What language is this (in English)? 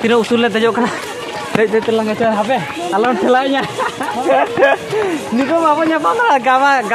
Santali